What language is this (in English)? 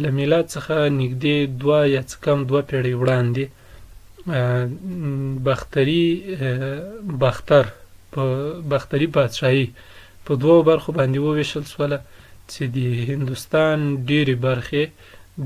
Pashto